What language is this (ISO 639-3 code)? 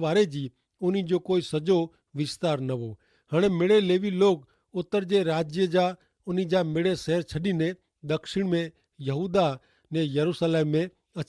kfr